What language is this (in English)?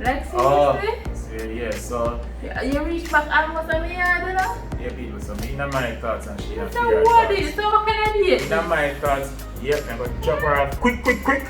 Jamaican Creole English